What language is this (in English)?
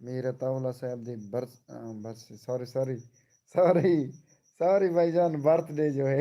Saraiki